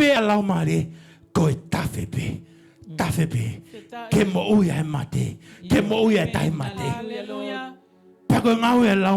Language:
Tongan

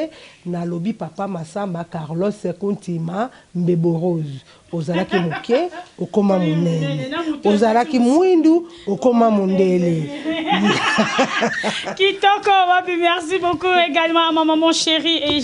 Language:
Lingala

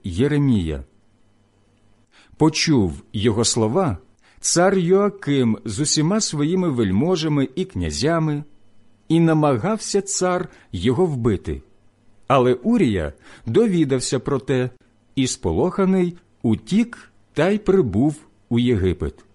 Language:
Ukrainian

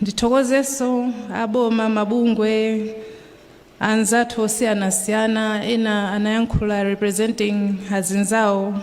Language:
Nyanja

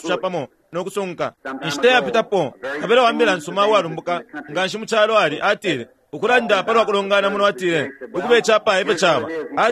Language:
Bemba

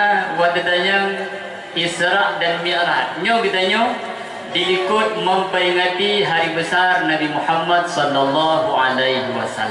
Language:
Achinese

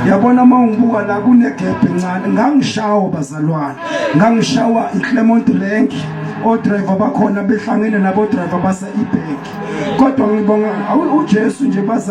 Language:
Zulu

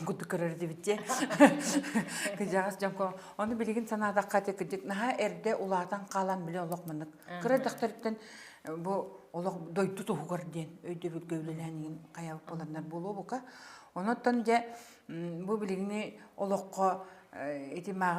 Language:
Yakut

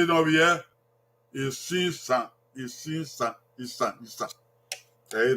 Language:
Bini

